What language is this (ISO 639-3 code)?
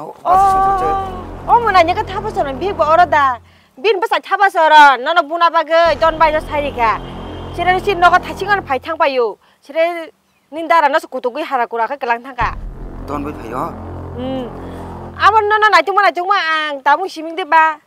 trp